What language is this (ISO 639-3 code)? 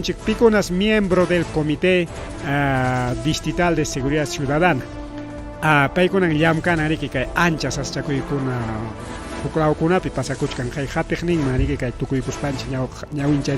quy